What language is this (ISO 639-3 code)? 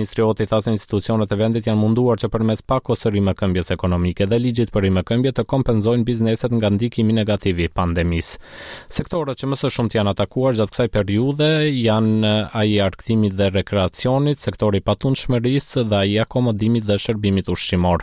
sqi